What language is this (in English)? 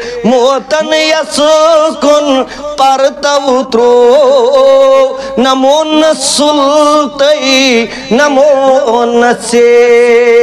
Kashmiri